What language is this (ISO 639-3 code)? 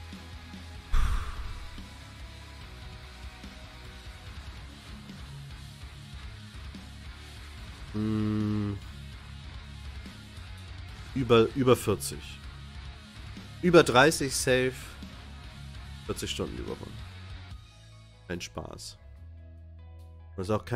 deu